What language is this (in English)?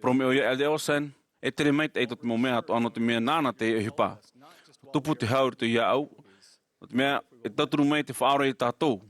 Tahitian